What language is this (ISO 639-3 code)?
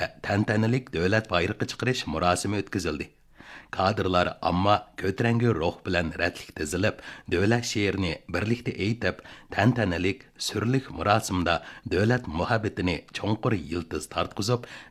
uig